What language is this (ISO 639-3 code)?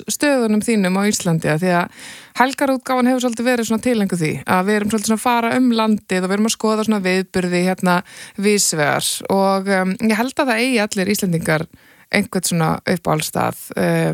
isl